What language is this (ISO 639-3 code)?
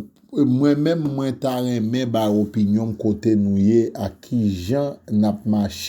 hat